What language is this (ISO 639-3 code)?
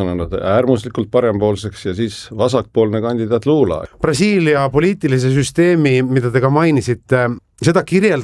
est